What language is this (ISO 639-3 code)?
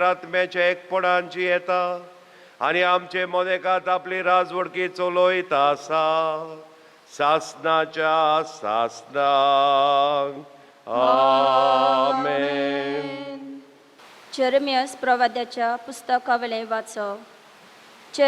kok